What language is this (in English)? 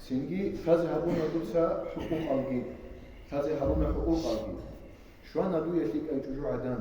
Avaric